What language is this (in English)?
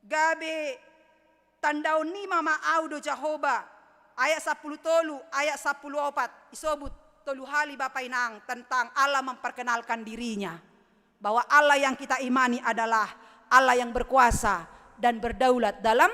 Batak Simalungun